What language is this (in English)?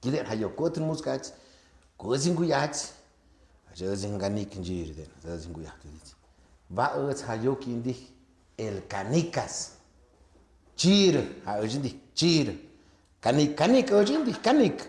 Tlahuitoltepec Mixe